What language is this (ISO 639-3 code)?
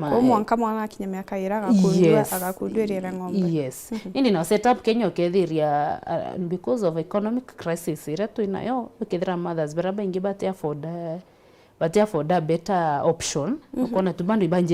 mer